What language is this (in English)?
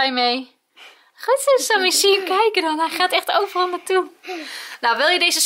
Dutch